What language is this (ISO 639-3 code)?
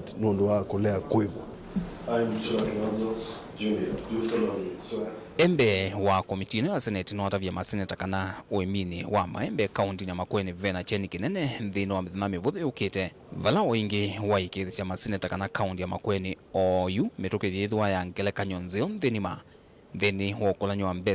kam